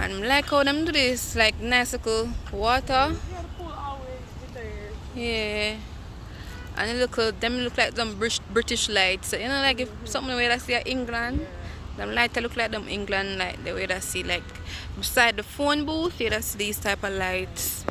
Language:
Jamaican Creole English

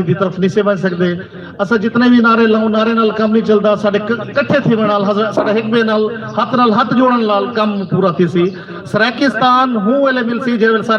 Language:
Saraiki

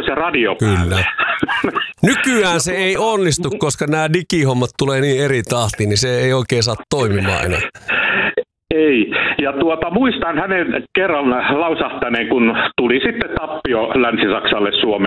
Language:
Finnish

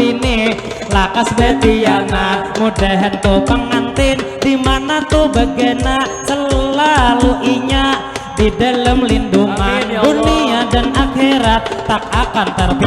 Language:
Banjar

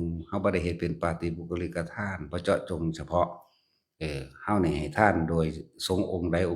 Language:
Northeastern Thai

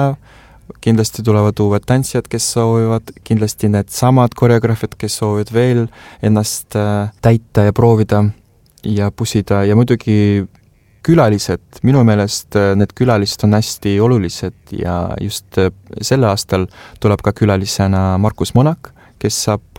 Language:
Estonian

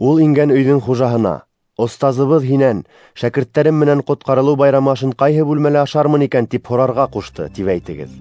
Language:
Bashkir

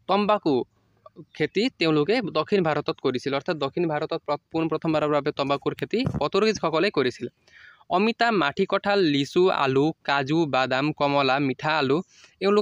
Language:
Assamese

